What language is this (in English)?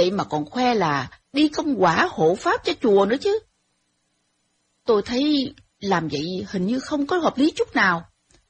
Vietnamese